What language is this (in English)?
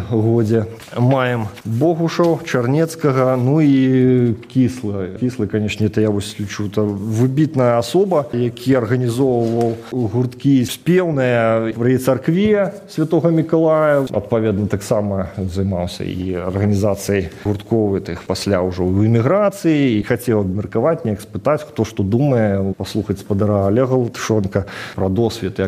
Belarusian